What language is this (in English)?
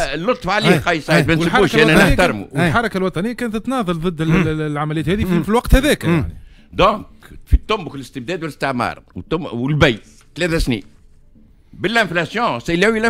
Tunisian Arabic